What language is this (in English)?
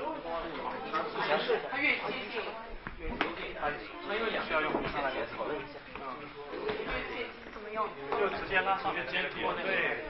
Chinese